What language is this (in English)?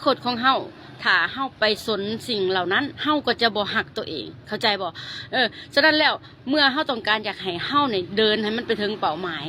Lao